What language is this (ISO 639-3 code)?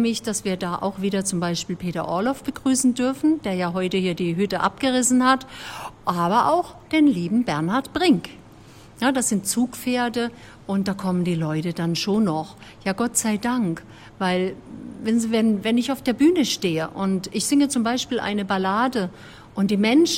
deu